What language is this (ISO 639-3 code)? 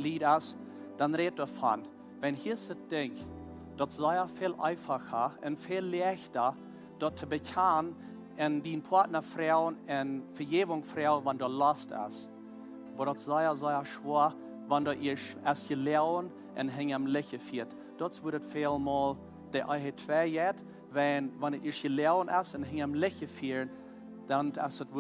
pdt